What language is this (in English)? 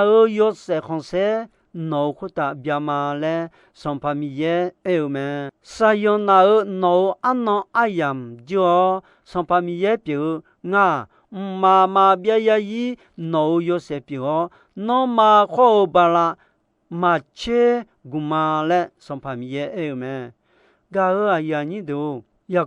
Akha